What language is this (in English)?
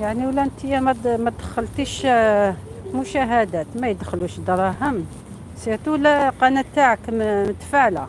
Algerian Arabic